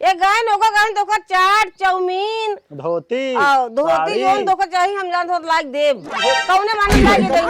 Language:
Awadhi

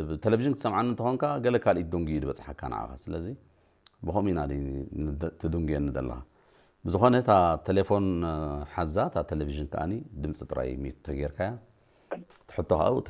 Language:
Tigrinya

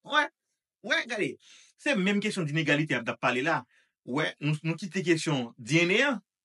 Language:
Haitian Creole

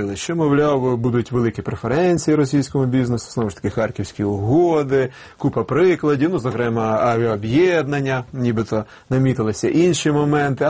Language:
Ukrainian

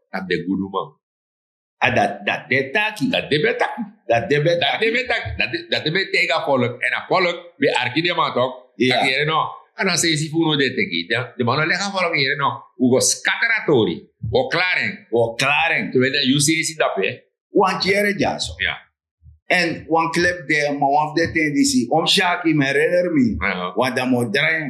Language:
Sranan Tongo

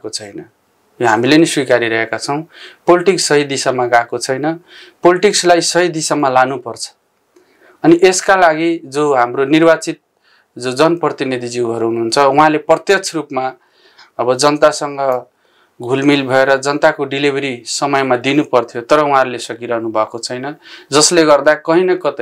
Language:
Nepali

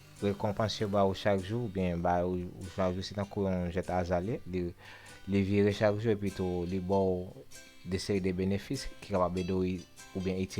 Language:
Haitian Creole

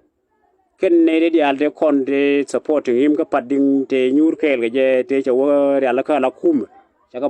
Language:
Nuer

